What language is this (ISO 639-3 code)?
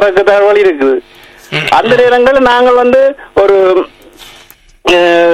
tam